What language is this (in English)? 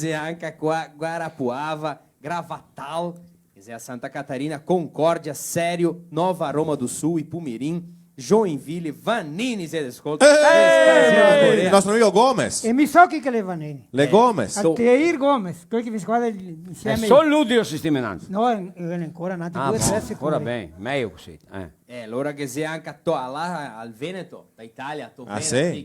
Venetian